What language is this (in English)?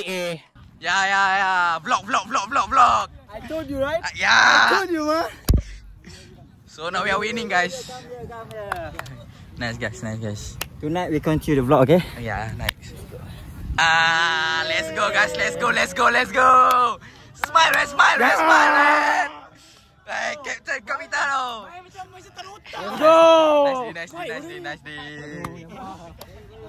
Malay